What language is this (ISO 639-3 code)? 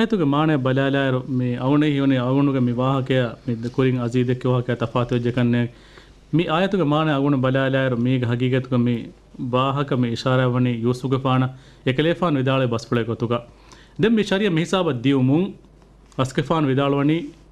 div